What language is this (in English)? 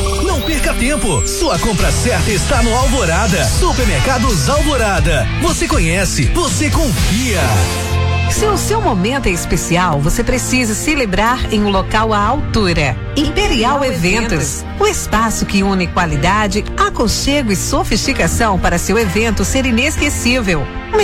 Portuguese